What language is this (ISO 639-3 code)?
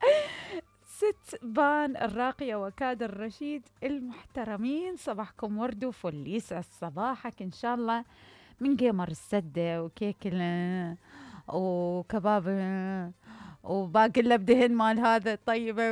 acm